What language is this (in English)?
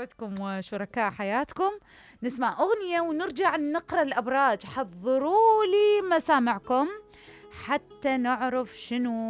Mesopotamian Arabic